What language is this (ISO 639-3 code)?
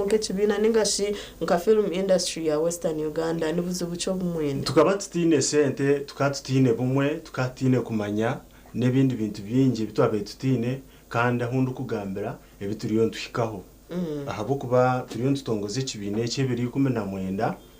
nyn